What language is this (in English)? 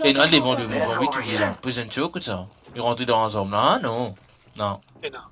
Morisyen